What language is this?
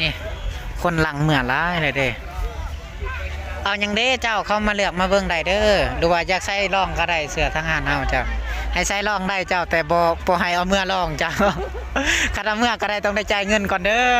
Lao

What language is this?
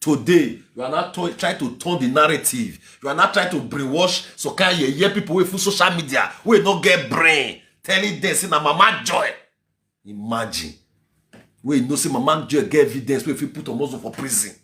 Nigerian Pidgin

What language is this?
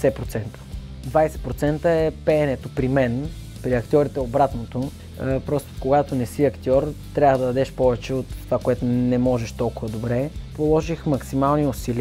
Bulgarian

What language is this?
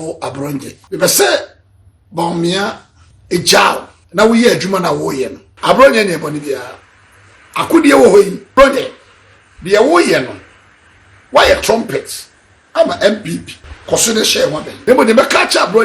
Akan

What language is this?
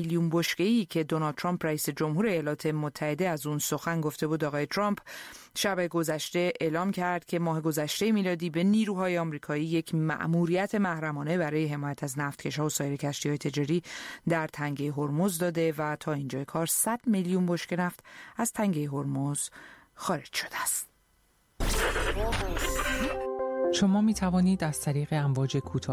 Persian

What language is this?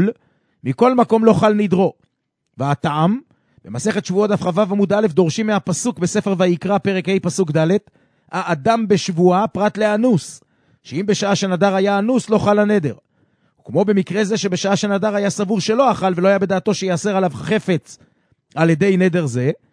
Hebrew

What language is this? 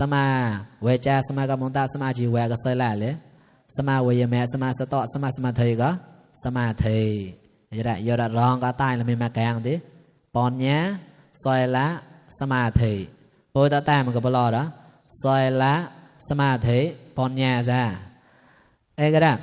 Mon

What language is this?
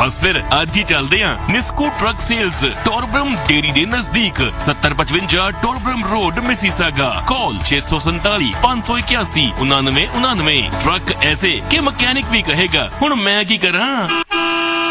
Punjabi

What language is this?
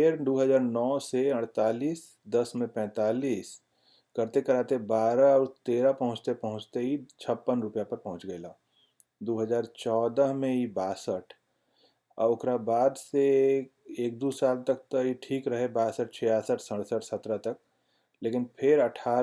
Bhojpuri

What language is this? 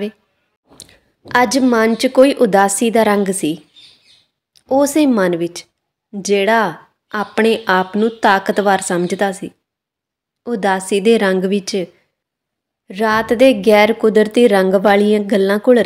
Punjabi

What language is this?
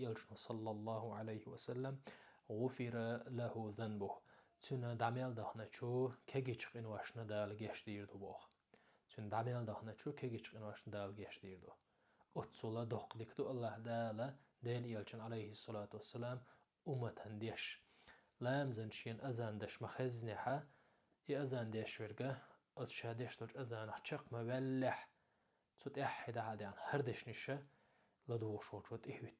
Chechen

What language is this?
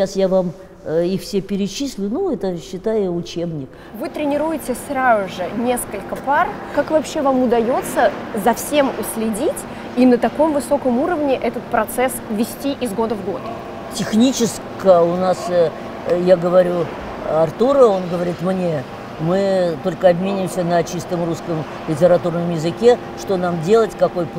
Russian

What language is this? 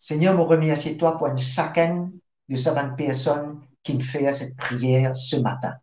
Morisyen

